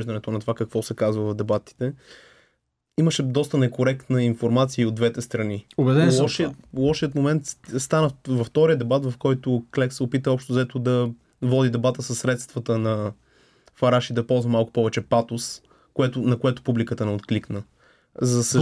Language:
Bulgarian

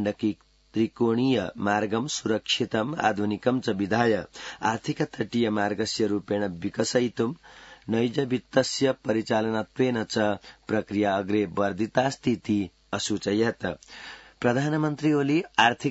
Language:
Sanskrit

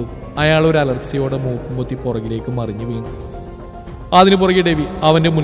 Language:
Malayalam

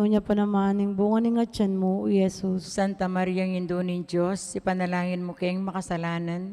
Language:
Pampanga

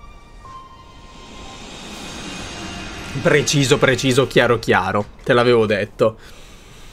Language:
Italian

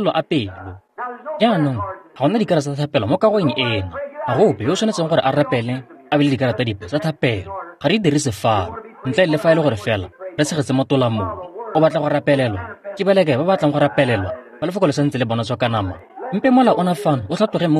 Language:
Tswana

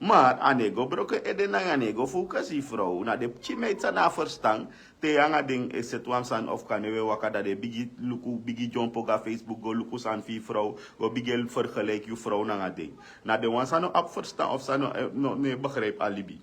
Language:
Sranan Tongo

